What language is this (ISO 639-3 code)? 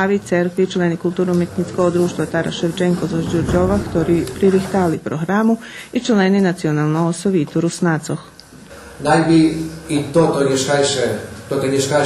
rue